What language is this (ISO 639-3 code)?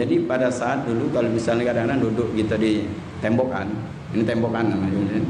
mui